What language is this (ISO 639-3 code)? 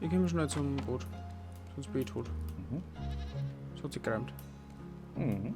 bar